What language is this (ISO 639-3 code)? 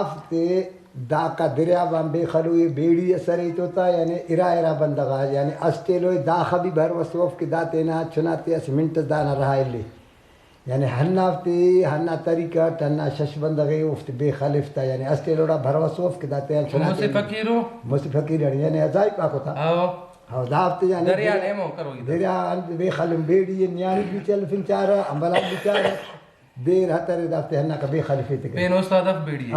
brh